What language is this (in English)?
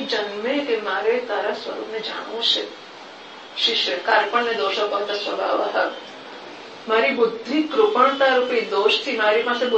Gujarati